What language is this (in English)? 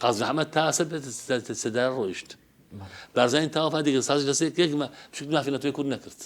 Central Kurdish